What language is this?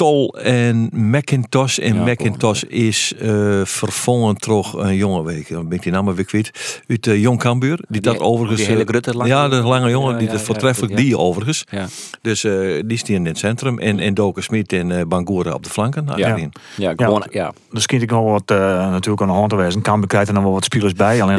Western Frisian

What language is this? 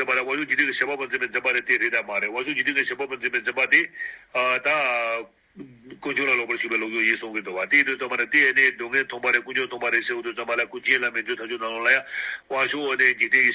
Tibetan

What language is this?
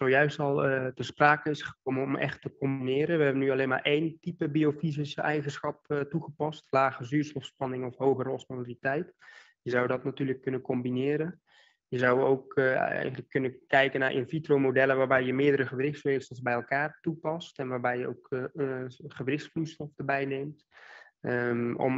Dutch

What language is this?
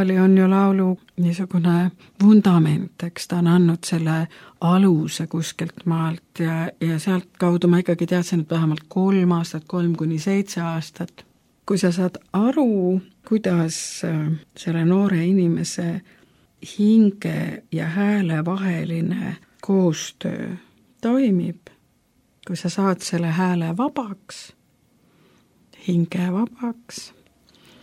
Estonian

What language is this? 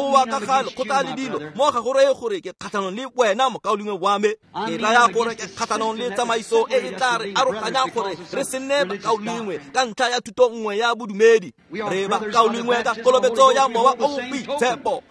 Tswana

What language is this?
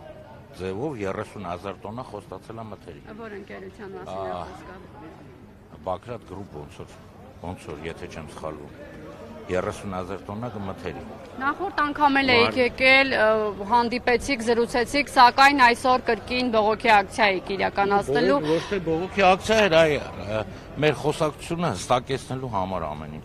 Armenian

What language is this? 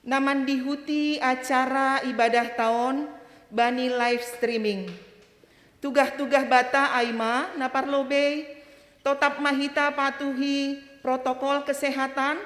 Batak Simalungun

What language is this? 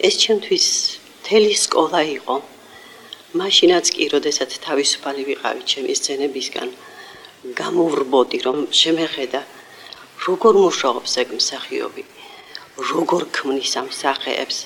Georgian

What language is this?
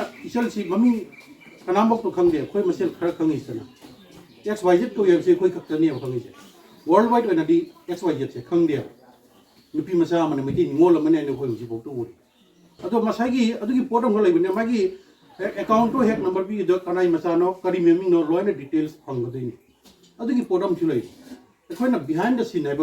Manipuri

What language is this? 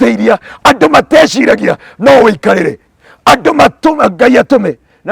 Kikuyu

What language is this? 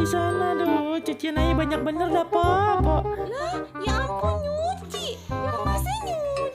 Betawi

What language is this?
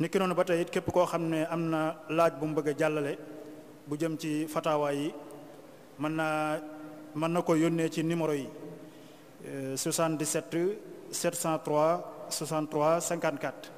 Wolof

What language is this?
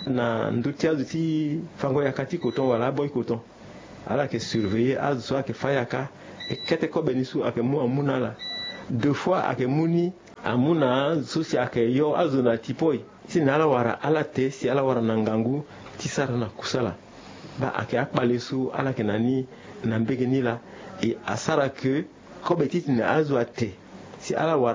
Sango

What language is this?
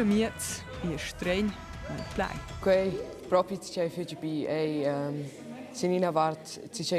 Romansh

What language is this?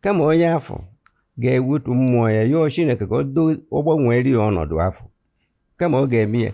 Igbo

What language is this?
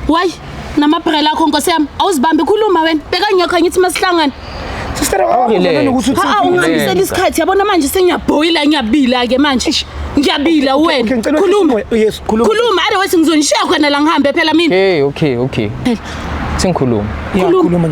Zulu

